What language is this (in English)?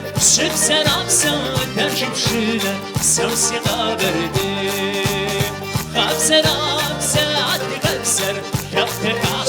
Kabardian